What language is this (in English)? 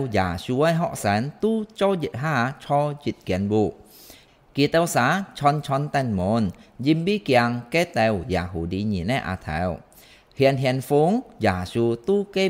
Hakka Chinese